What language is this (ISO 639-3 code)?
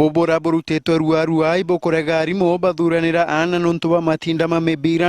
mer